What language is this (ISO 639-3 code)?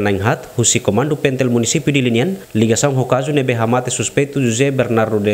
tet